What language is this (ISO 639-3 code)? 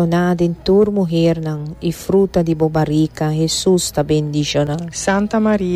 pap